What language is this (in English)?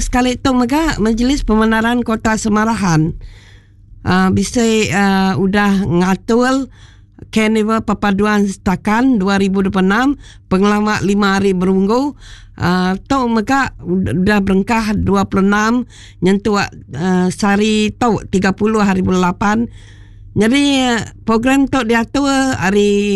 Iban